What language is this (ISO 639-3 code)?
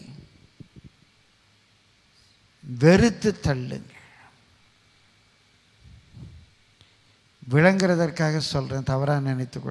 tam